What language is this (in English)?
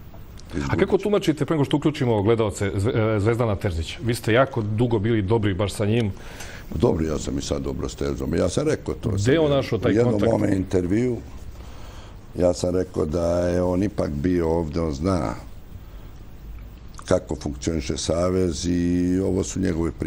Serbian